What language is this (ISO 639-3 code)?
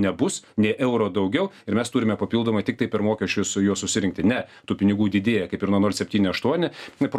lit